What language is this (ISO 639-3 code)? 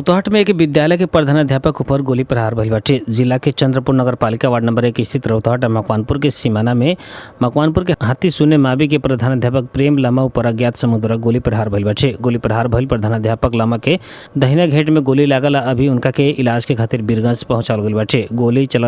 bho